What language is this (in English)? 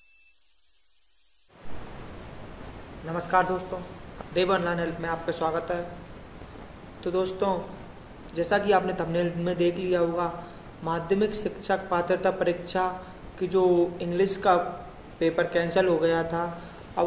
Hindi